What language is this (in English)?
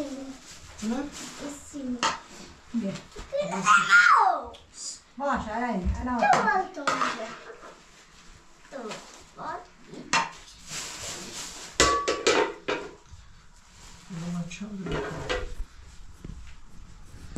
Persian